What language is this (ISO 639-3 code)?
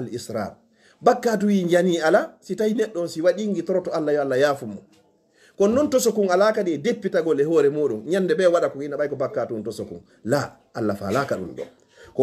ful